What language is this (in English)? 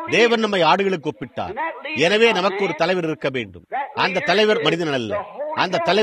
Tamil